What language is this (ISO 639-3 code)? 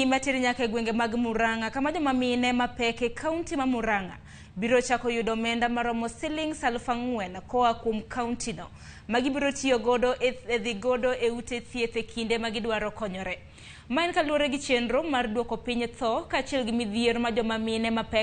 luo